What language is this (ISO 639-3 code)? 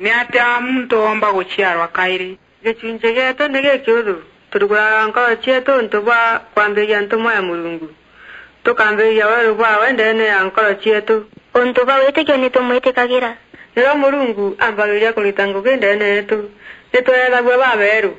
mer